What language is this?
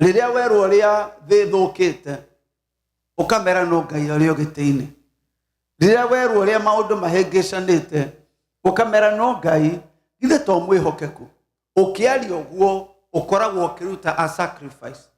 Kikuyu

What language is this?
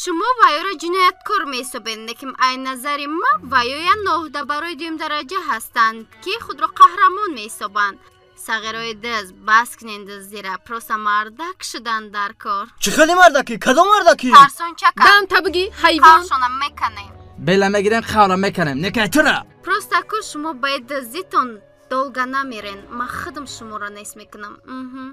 Tajik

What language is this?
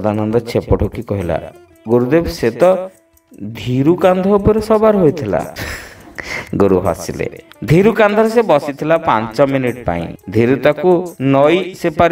Odia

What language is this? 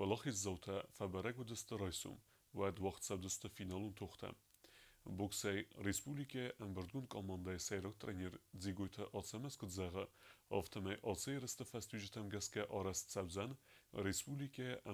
Ossetic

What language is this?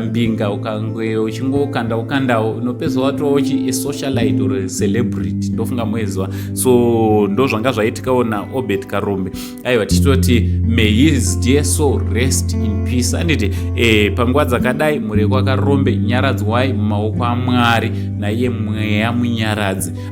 Shona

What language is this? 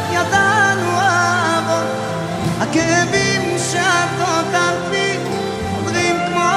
Hebrew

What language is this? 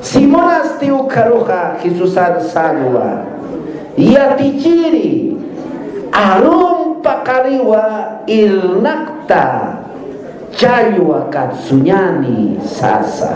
Aymara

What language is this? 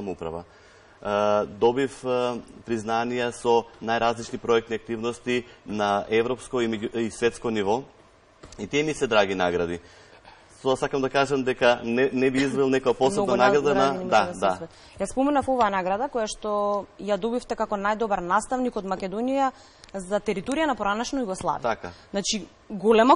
Macedonian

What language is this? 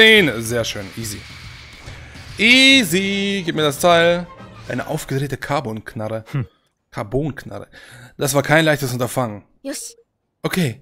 German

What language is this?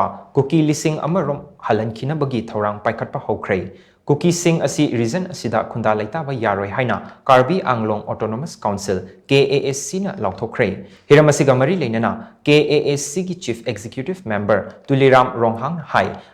Manipuri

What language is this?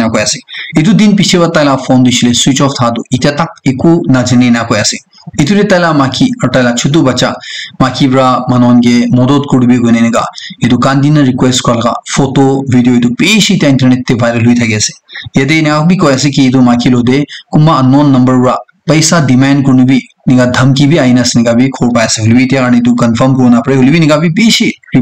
Naga Pidgin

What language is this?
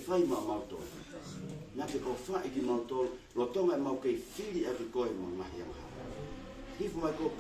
Tongan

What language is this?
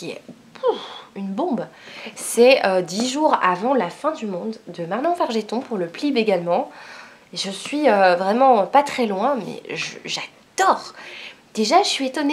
French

